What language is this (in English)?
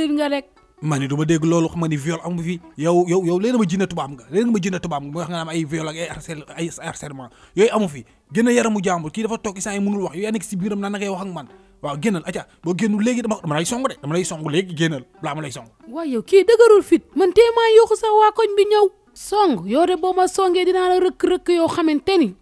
Wolof